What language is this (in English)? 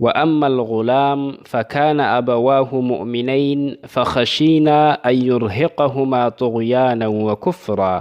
Somali